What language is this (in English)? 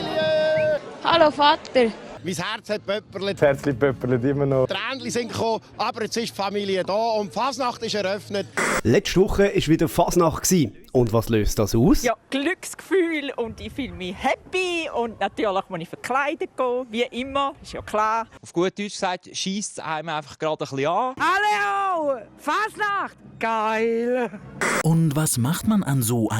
Swiss German